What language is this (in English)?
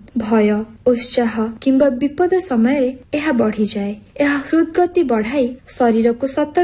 Odia